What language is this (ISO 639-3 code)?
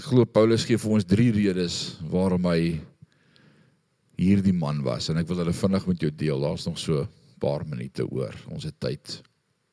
afr